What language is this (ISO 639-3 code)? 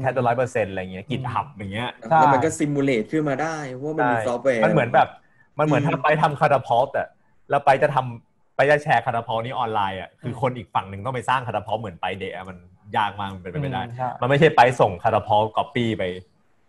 tha